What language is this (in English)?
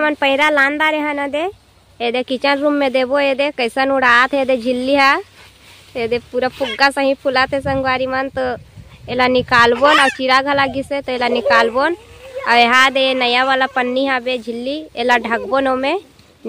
Chhattisgarhi